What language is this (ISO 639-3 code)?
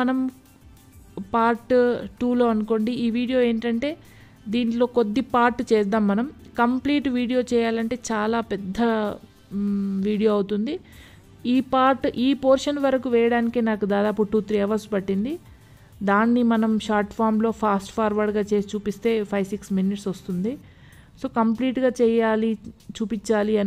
tel